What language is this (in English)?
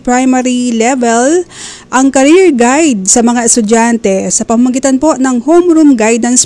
Filipino